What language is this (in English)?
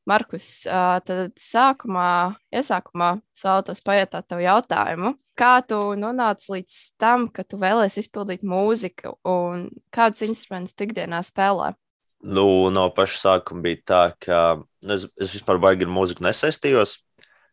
Latvian